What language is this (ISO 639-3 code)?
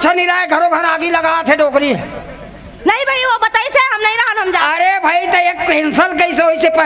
hne